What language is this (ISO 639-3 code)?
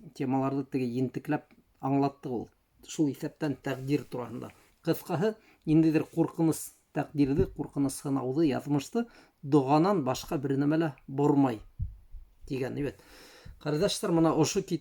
bak